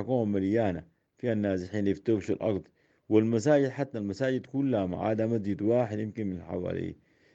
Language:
Sudanese Arabic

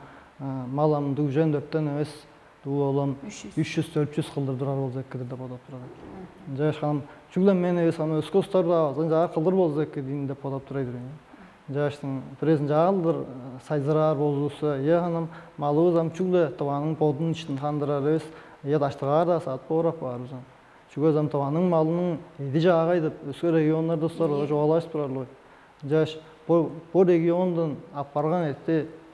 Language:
Tuvinian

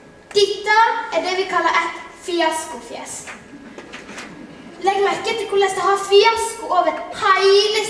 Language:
Norwegian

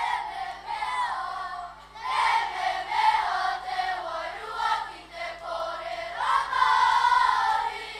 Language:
Māori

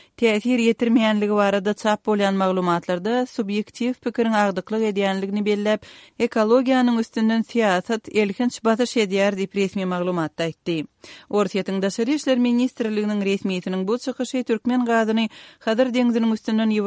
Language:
Turkmen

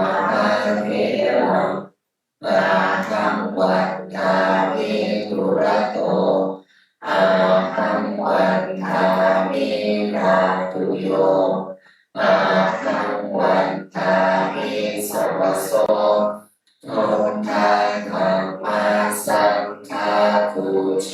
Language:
Pali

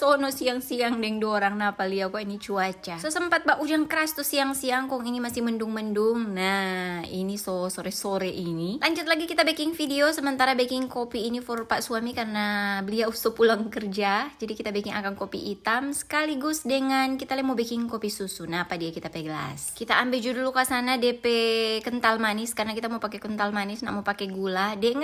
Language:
Manado Malay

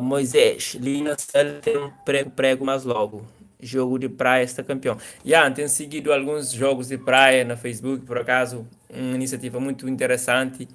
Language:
Kabuverdianu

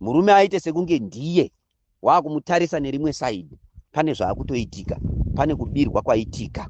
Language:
Shona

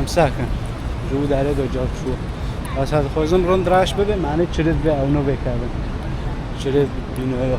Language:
Kurdish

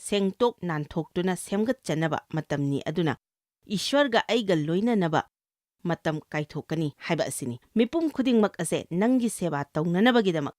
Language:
Manipuri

